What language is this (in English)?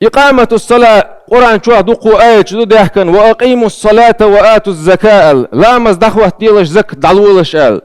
Chechen